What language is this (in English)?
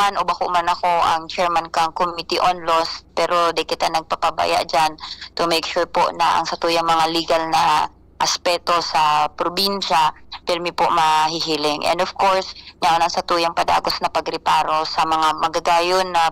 Bikol